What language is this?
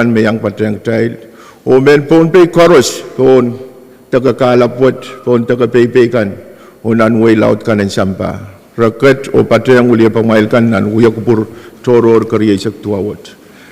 Pohnpeian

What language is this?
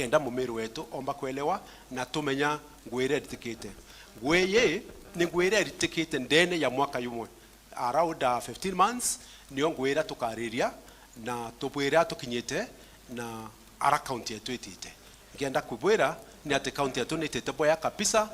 Meru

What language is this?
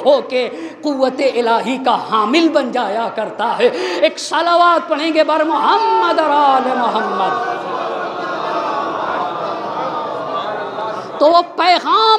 Urdu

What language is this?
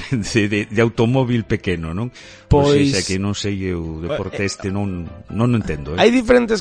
Galician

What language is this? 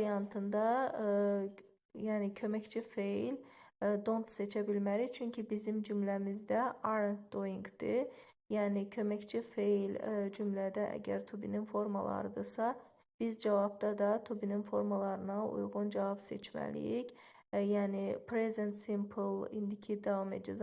Azerbaijani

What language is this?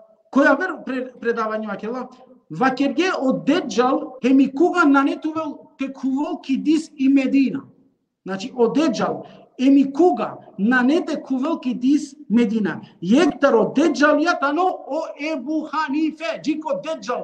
Balkan Romani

